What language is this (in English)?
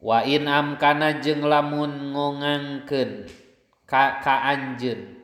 Sundanese